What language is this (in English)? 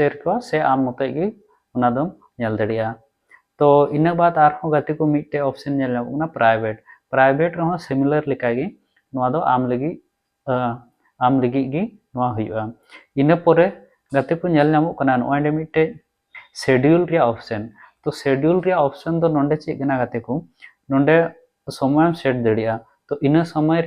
Santali